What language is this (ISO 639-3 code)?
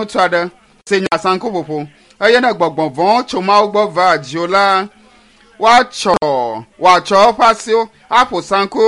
ewe